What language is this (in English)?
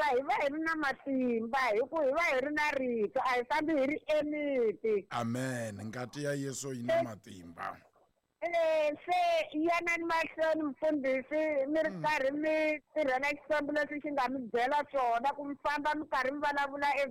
Tsonga